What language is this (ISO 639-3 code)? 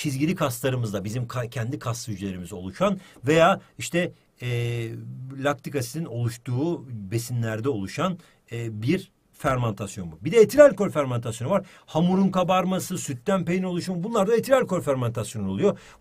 tur